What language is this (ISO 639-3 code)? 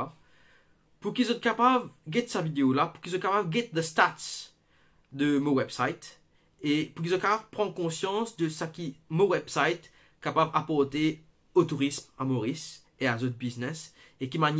mfe